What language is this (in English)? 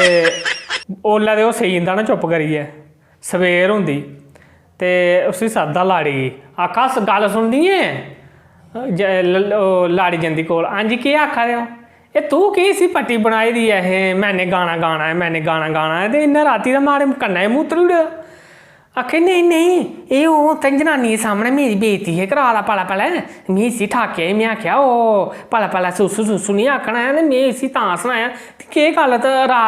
Dogri